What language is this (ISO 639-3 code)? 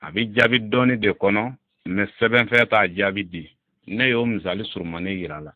bam